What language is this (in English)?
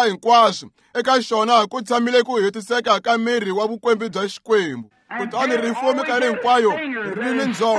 Tsonga